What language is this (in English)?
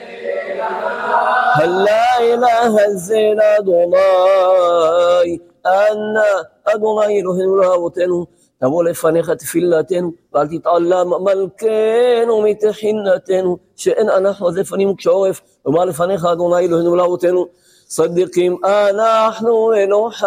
Hebrew